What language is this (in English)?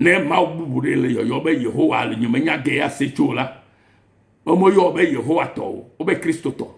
Ewe